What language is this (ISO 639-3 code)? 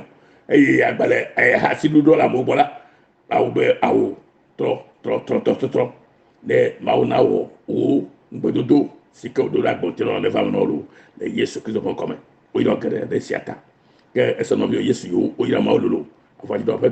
ewe